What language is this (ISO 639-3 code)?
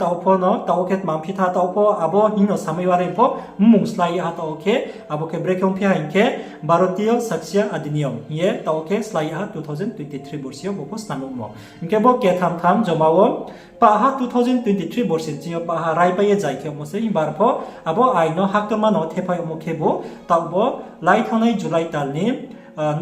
ria